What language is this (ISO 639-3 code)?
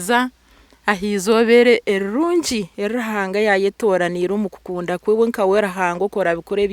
nyn